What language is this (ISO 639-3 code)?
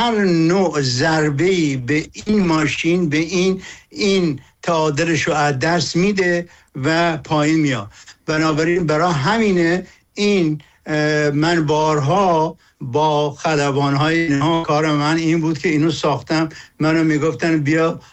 fas